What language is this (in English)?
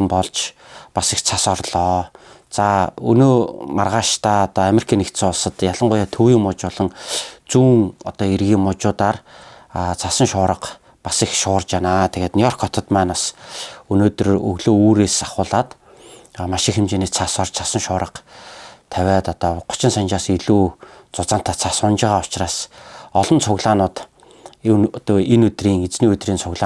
Mongolian